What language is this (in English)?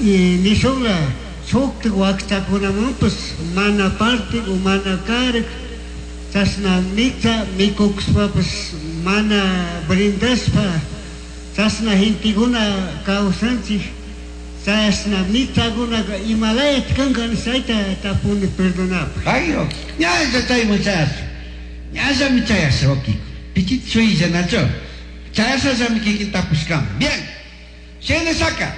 Chimborazo Highland Quichua